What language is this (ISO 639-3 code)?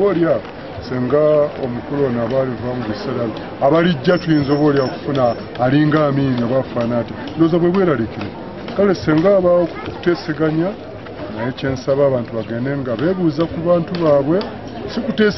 lug